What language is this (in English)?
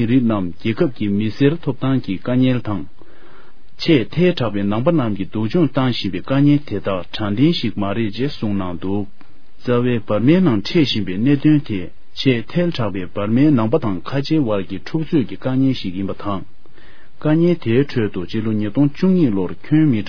Tibetan